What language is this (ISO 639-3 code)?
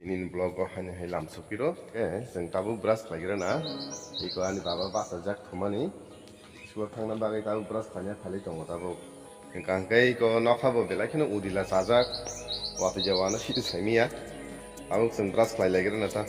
trp